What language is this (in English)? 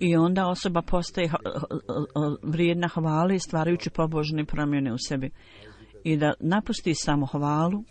Bosnian